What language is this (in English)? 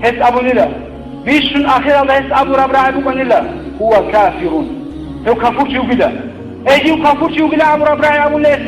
Avaric